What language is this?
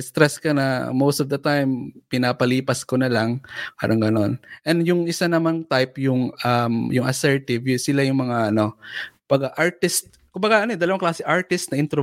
Filipino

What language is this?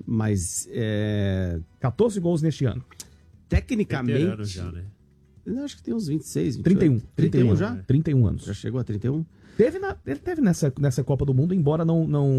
Portuguese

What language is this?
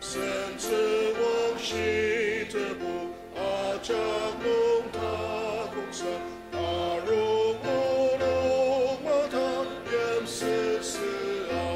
Ao Naga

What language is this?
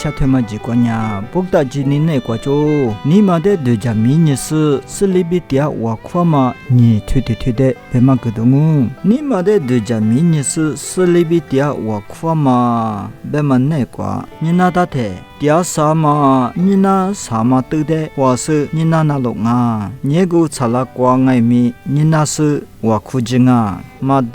Lisu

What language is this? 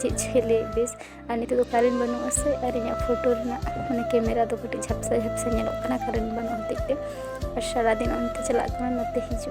Santali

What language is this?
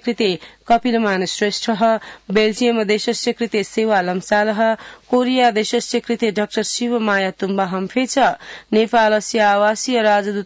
Sanskrit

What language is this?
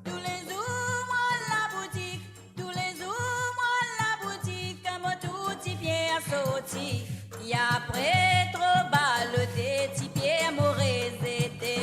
Morisyen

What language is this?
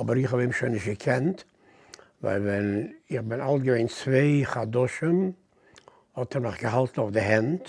Yiddish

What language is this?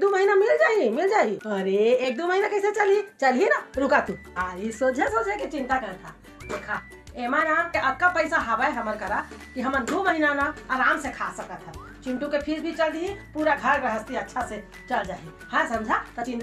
Chhattisgarhi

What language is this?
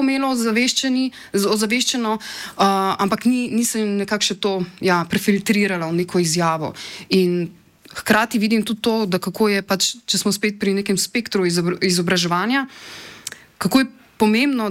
Slovenian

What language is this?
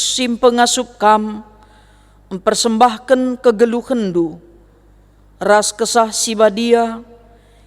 Batak Karo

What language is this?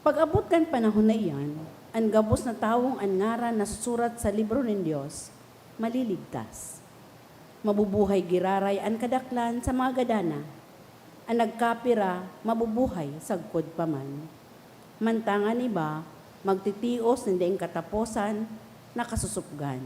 Bikol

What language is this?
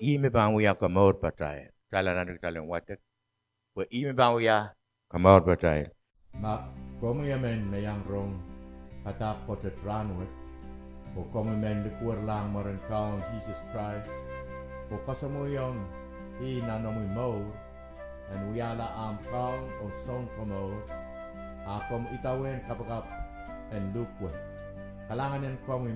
Pohnpeian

